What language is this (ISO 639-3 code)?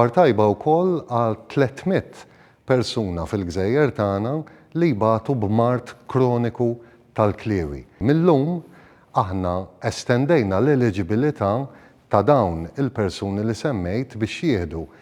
mlt